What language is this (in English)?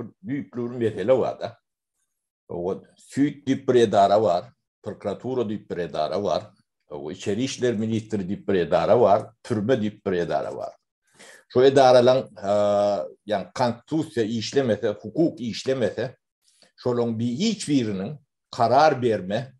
Turkmen